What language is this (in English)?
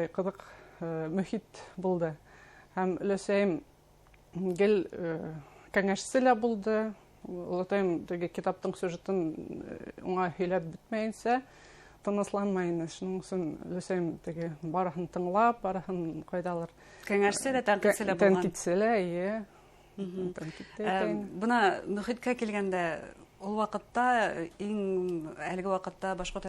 Bashkir